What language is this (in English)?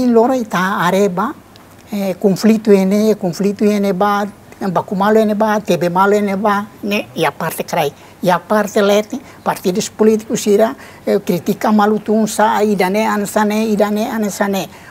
Tetum